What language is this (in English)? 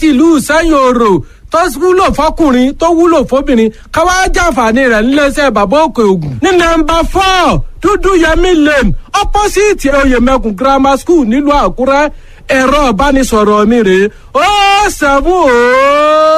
Yoruba